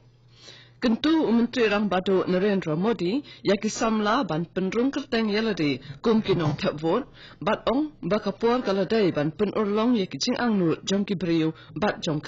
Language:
Khasi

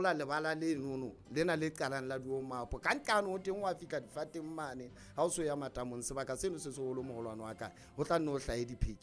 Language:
Southern Sotho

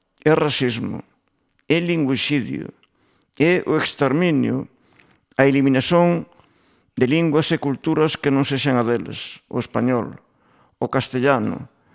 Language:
Galician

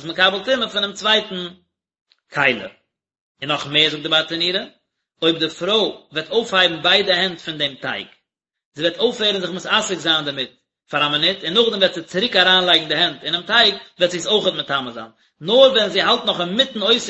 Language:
Yiddish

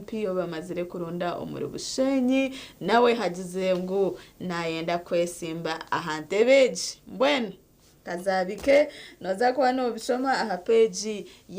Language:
Nyankole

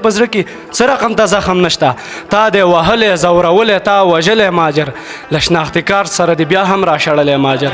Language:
Pashto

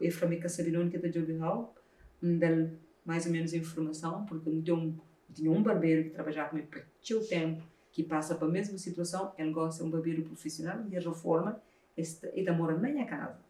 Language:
Kabuverdianu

